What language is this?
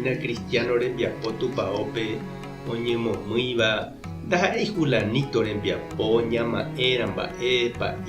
Guarani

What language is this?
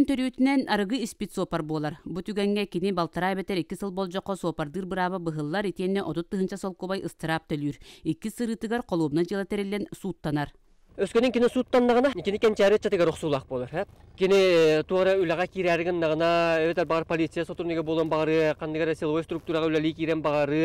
Yakut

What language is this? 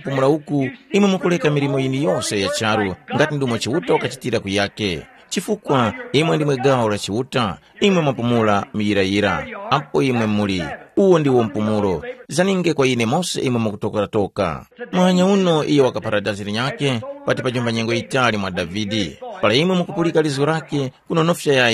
Tumbuka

